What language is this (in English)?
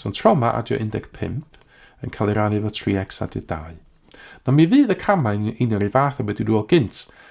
Welsh